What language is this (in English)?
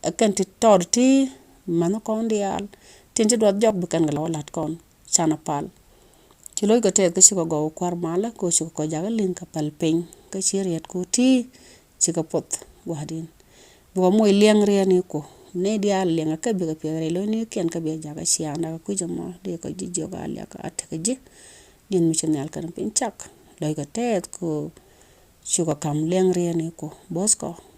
Nuer